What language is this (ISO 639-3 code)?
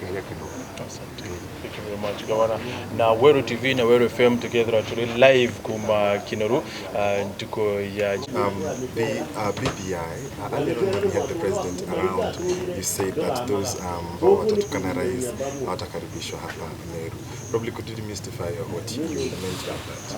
mer